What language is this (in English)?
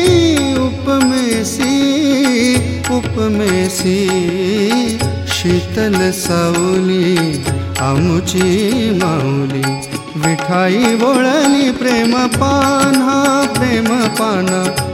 Marathi